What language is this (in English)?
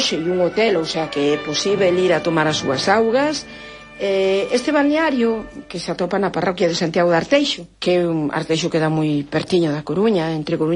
Galician